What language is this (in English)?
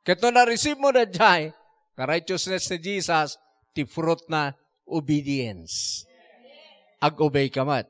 Iloko